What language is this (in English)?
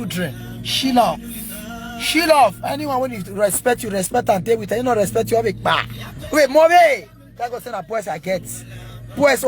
Nigerian Pidgin